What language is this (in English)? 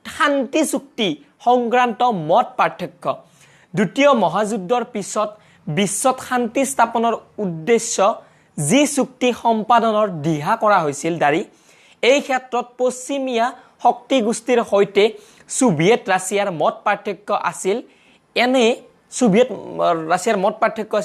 Assamese